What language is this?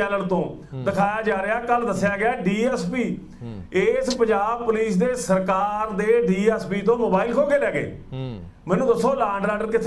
Punjabi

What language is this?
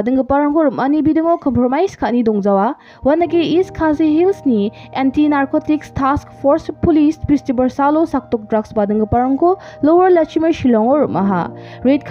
Garo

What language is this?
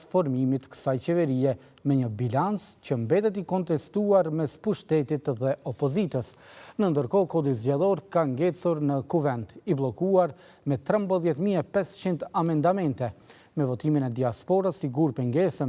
Albanian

